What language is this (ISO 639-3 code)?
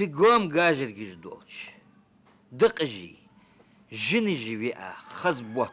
inh